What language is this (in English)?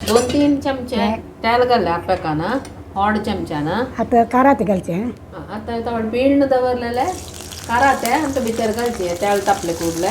Konkani